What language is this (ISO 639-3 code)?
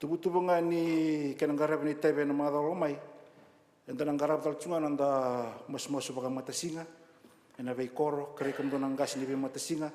fij